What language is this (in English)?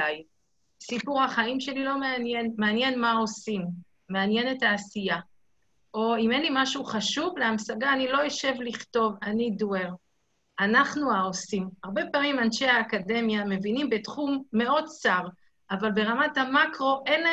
Hebrew